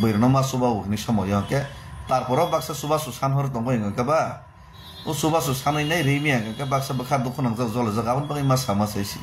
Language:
Kok Borok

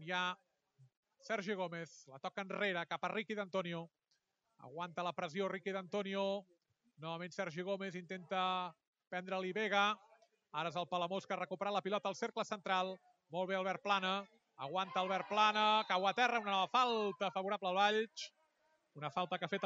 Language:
Catalan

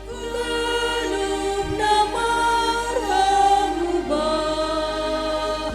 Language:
Batak Simalungun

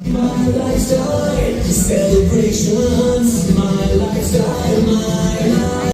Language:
Kok Borok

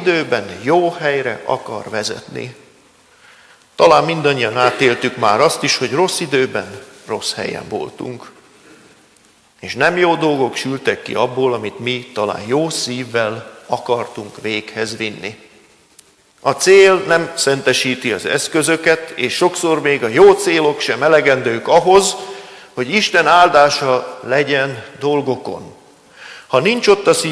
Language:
Hungarian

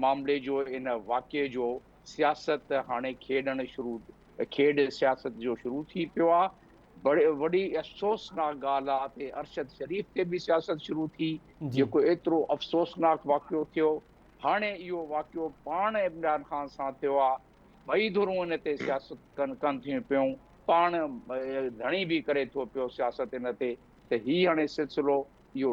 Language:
Sindhi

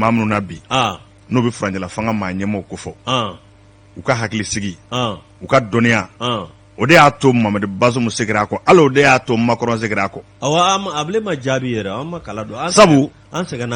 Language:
Bambara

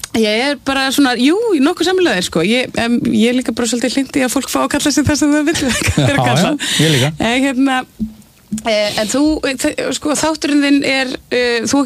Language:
Icelandic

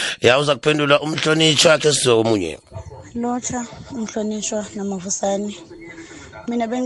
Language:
South Ndebele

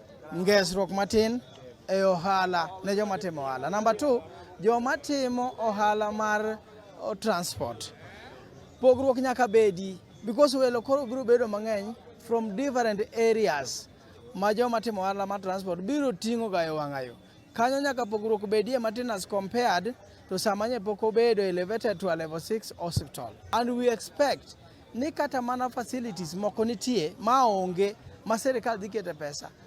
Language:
Luo (Kenya and Tanzania)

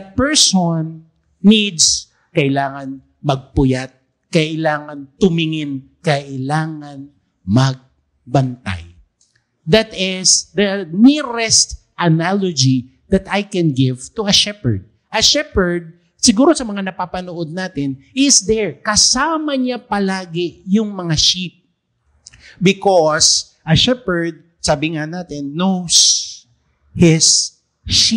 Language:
Filipino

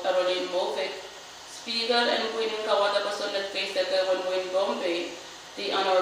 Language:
Pohnpeian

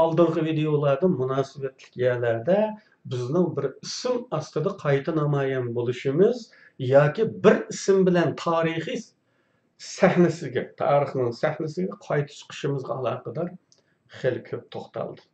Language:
Uyghur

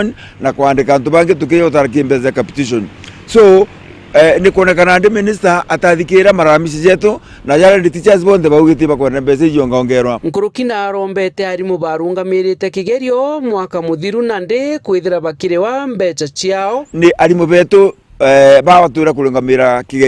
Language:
Meru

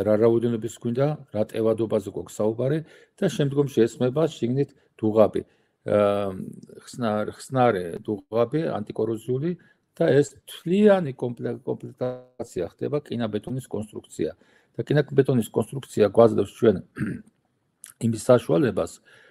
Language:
Georgian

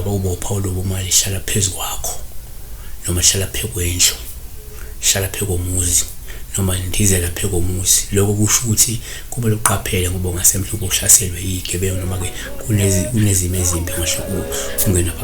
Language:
Zulu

